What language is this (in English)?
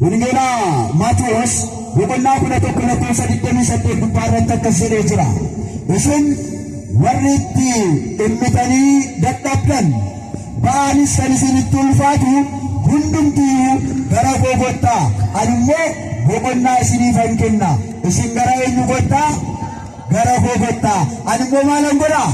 Oromo